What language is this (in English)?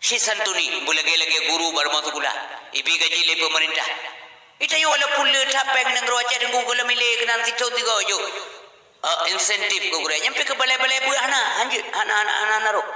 Achinese